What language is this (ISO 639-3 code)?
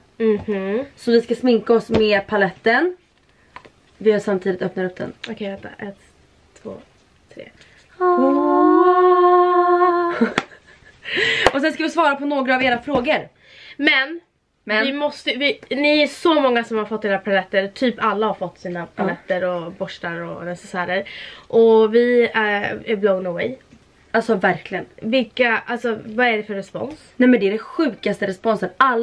swe